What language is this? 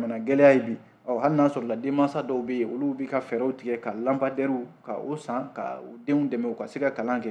Bambara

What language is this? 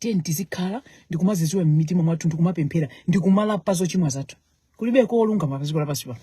Nyanja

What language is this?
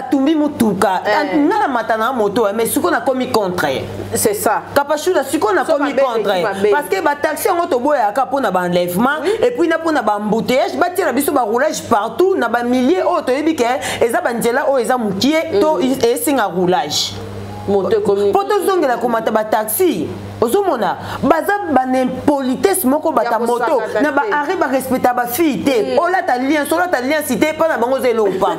Lingala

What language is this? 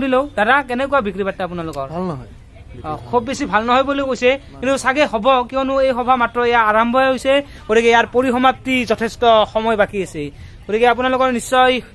Assamese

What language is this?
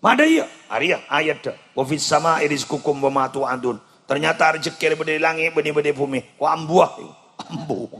Madurese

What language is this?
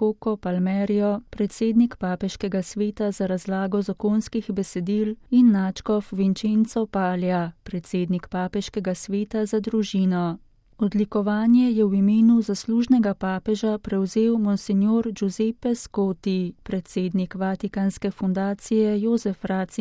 Slovenian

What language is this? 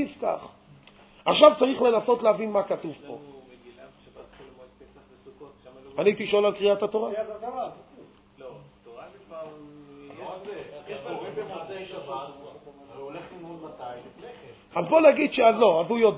Hebrew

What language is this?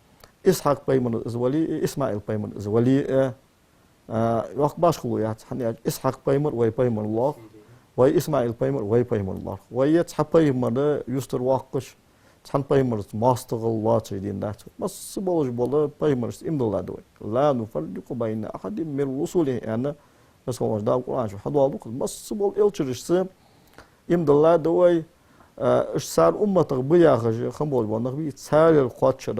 Ingush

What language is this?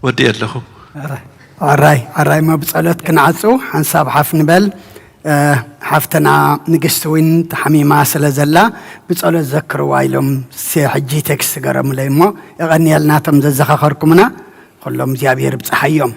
Tigrinya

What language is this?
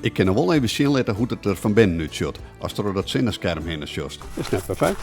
Western Frisian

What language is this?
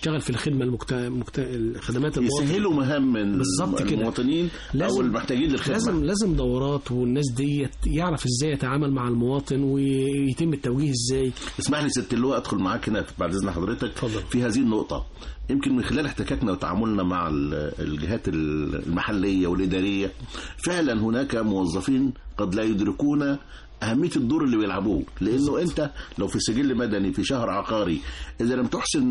Egyptian Arabic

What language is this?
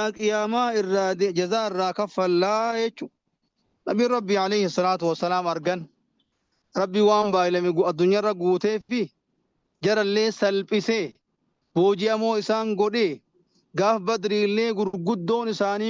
Oromo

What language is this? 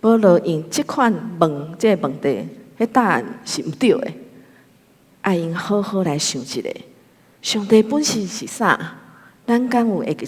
Min Nan Chinese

